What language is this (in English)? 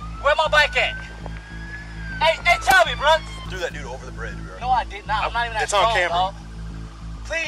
English